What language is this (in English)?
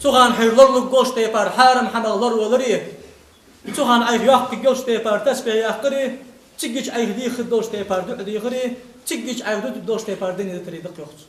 Ingush